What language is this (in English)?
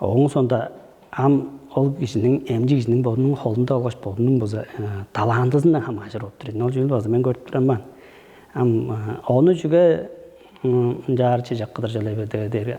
Tuvinian